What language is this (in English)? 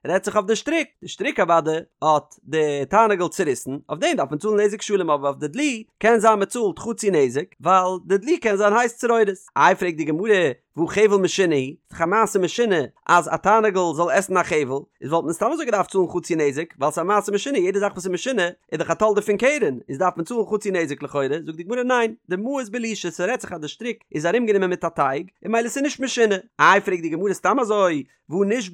Yiddish